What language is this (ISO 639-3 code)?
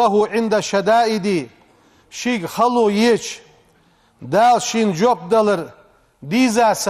inh